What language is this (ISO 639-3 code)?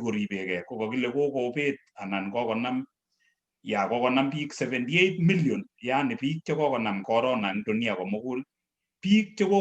kln